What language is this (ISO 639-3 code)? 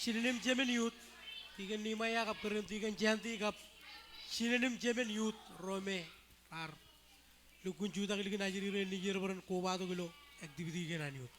mah